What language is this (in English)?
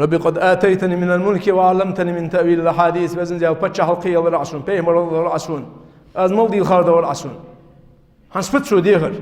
Ingush